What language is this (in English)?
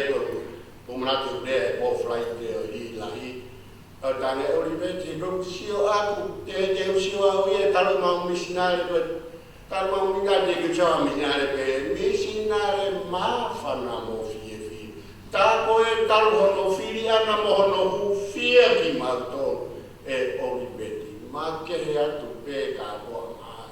Tongan